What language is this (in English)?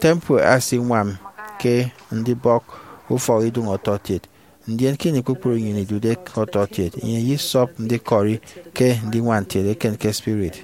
Efik